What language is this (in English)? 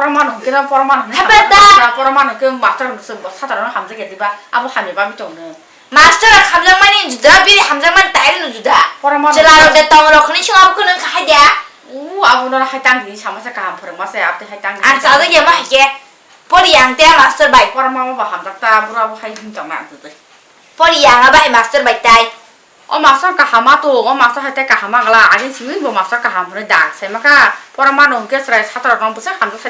Kok Borok